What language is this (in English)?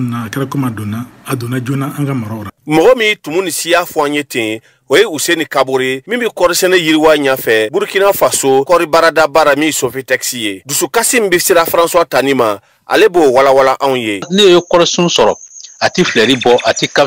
Bambara